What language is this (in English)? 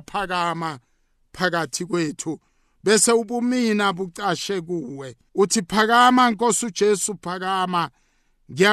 South Ndebele